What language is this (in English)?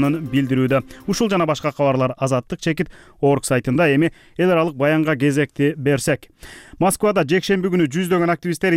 Kyrgyz